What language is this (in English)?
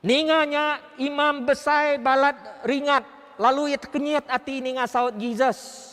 Iban